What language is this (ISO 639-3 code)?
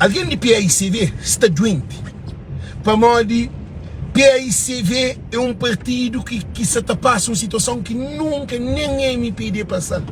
kea